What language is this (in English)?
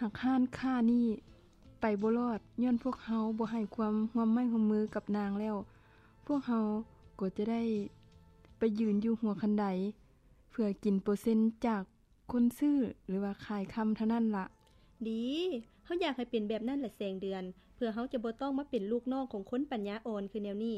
Lao